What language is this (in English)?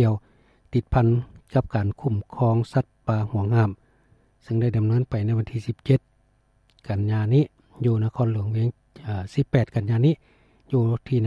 Lao